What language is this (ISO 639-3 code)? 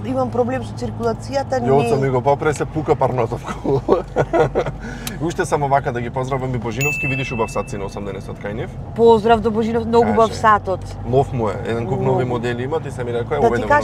mkd